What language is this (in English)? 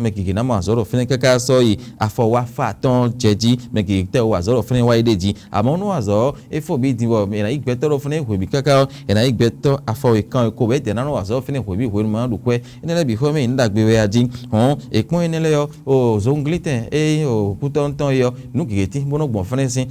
Fon